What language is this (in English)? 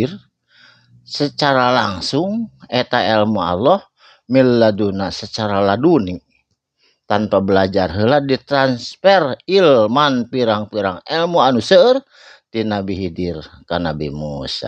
Sundanese